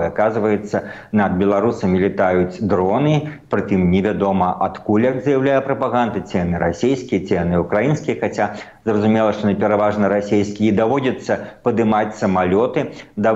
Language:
Belarusian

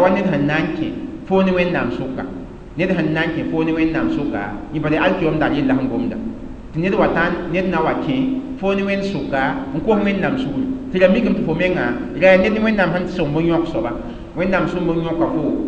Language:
Mossi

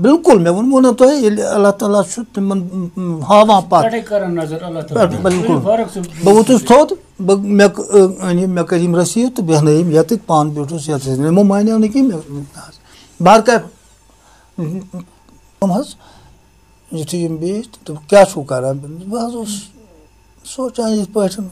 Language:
Kashmiri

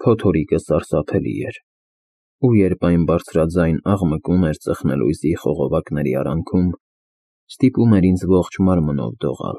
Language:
Armenian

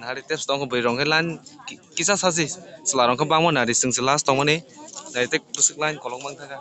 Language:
Kok Borok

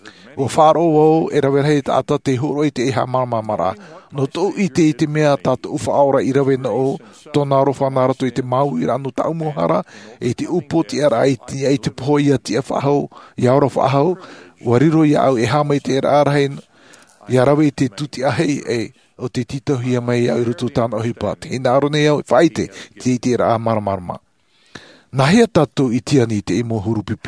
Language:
Tahitian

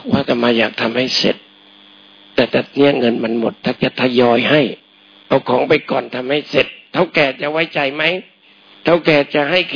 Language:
Thai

